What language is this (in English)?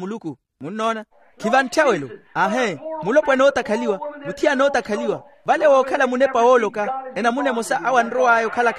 Makhuwa